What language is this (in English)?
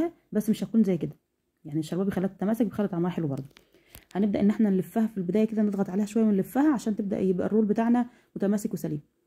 Egyptian Arabic